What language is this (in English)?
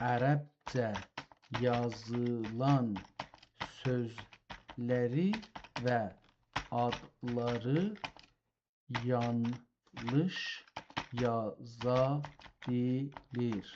South Azerbaijani